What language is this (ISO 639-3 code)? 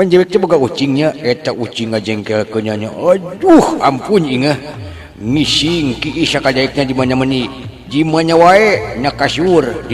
sun